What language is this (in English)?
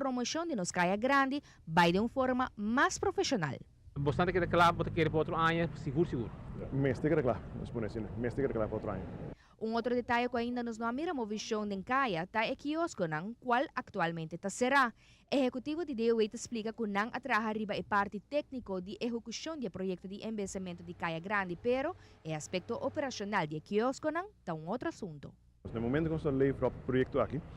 Papiamento